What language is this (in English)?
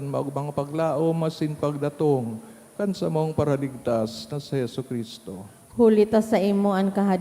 Bikol